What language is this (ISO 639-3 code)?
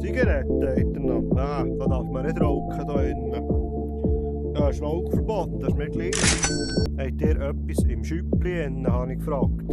gsw